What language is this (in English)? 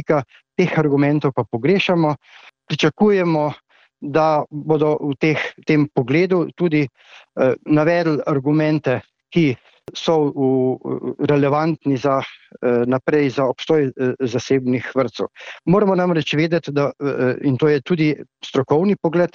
Slovenian